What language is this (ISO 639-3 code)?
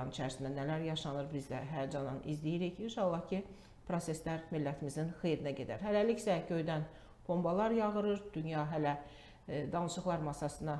aze